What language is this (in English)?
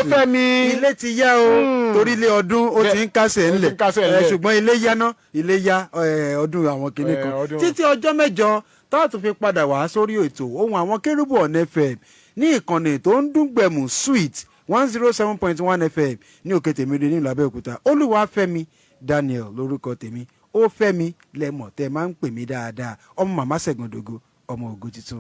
Yoruba